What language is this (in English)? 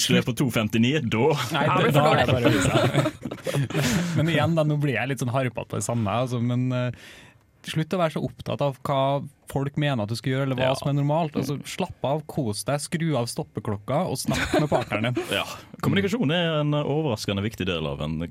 Norwegian